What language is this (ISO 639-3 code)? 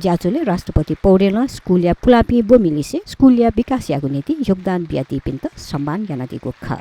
new